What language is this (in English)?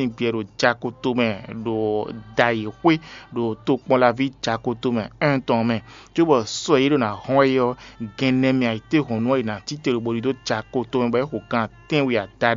Fon